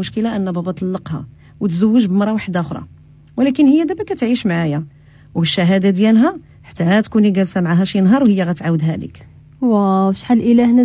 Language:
Moroccan Arabic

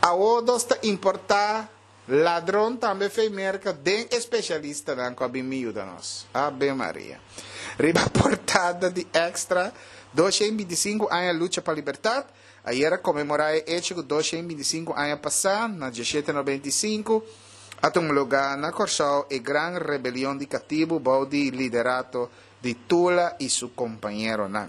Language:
Papiamento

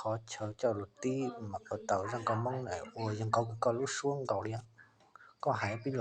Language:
Hmong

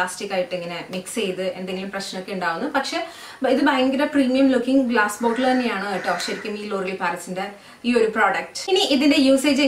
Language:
Malayalam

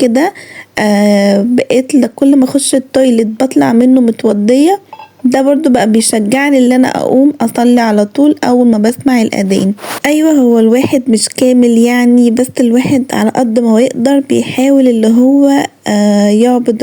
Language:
Egyptian Arabic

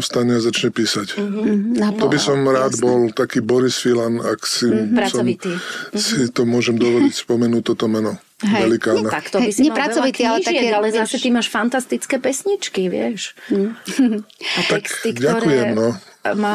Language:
Slovak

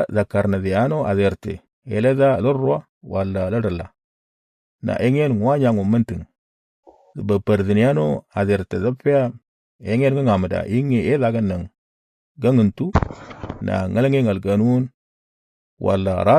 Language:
Moro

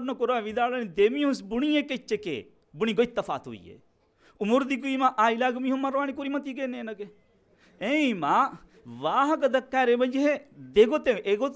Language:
Divehi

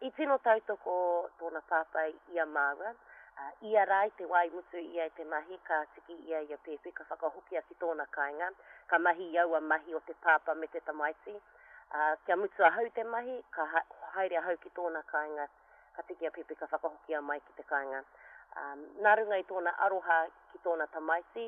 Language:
Māori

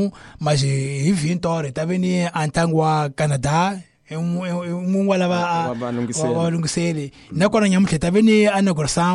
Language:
Tsonga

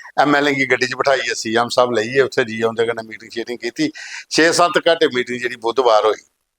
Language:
Dogri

